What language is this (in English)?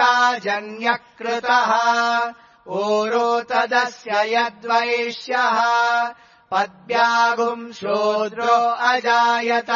Sanskrit